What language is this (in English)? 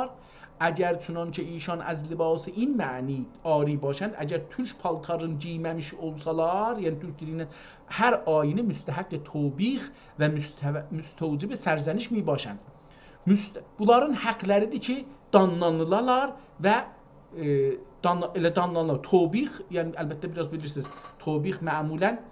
South Azerbaijani